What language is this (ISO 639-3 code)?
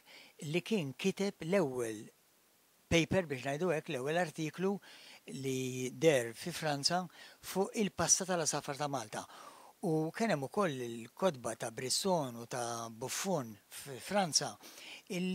mlt